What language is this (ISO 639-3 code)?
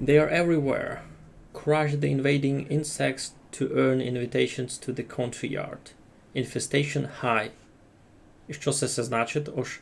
rue